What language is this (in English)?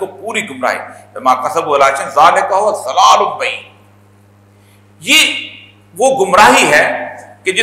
Urdu